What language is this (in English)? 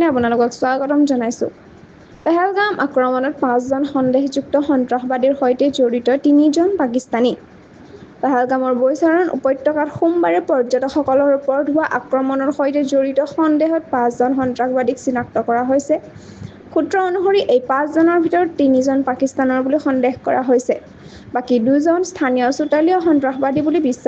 Assamese